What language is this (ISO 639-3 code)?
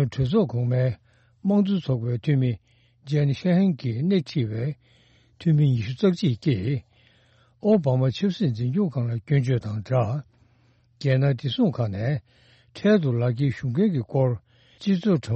bod